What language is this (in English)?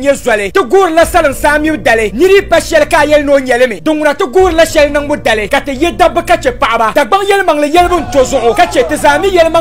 Dagbani